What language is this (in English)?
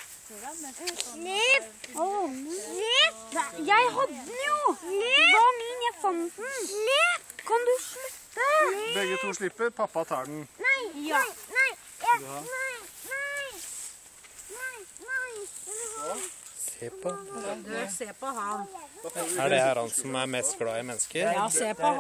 Norwegian